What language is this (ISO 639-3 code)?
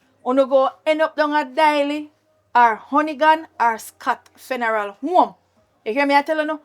jam